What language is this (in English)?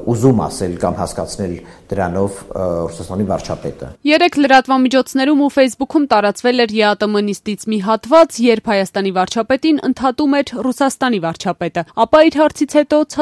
Armenian